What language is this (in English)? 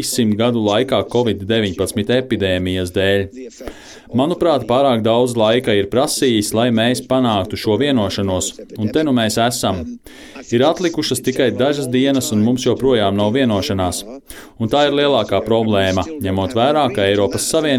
Latvian